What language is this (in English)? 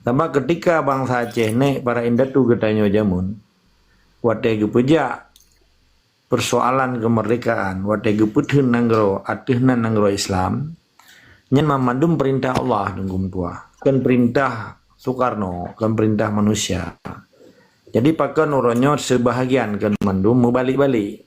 Achinese